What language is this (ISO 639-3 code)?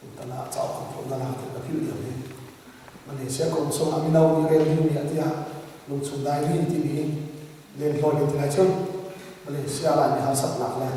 cnh